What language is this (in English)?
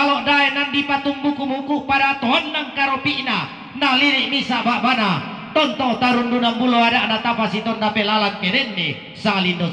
Toraja-Sa'dan